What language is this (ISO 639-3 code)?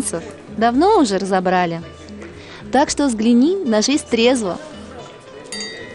rus